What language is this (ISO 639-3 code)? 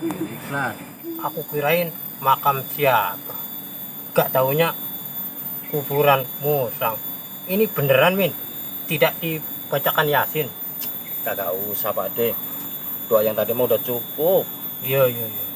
bew